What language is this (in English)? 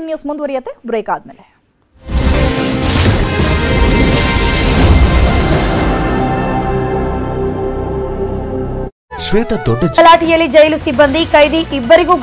Kannada